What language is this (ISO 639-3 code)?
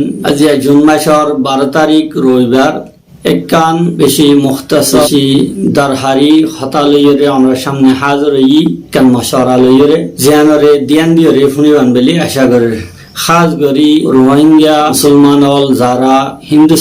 rhg